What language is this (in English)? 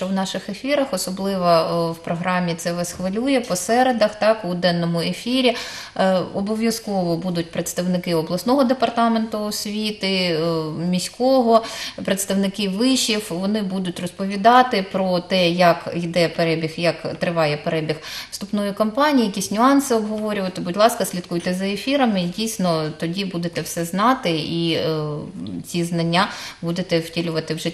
Ukrainian